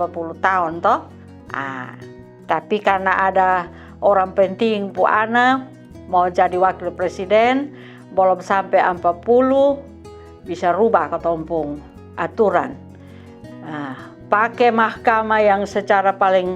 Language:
Kupang Malay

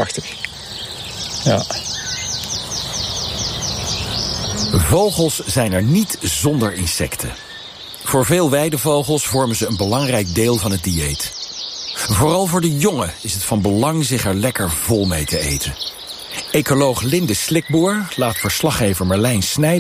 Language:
Dutch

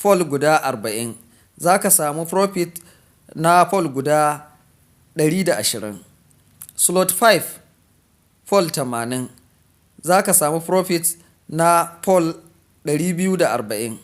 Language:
Hausa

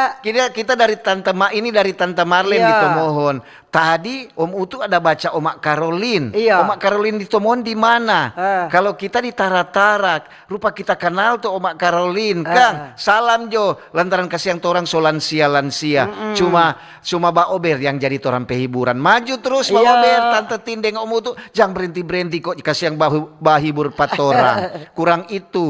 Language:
Manado Malay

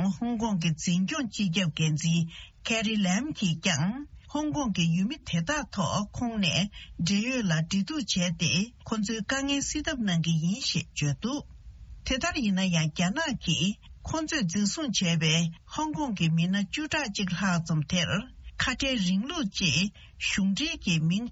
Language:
Tibetan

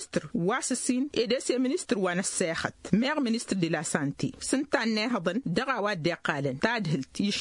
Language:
Tamasheq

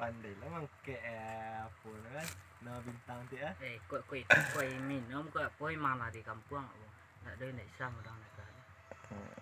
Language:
Minangkabau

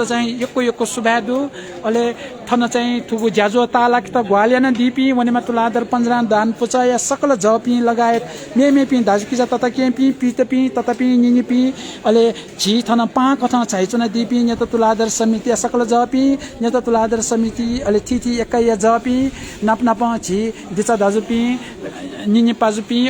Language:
Newari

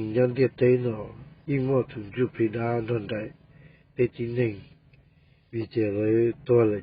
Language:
Hmong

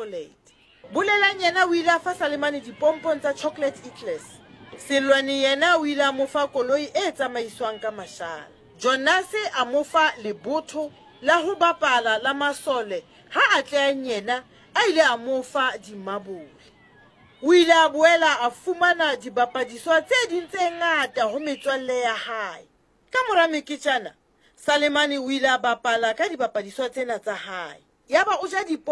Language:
Southern Sotho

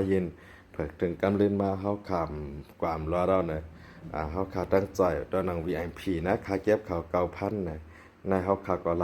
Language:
Shan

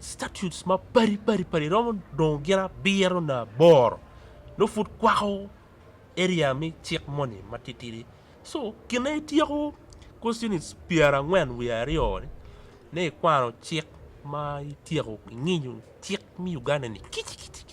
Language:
Acoli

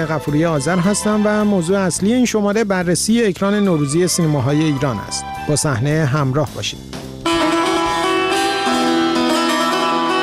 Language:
Persian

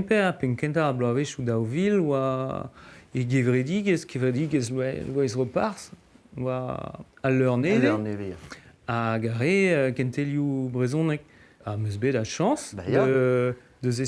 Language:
Breton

